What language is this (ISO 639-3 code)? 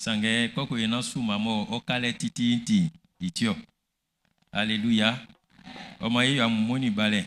bci